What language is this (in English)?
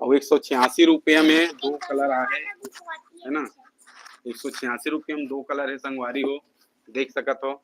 Chhattisgarhi